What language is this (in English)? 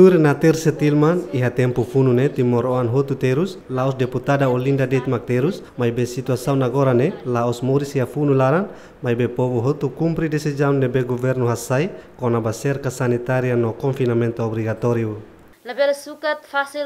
Tetum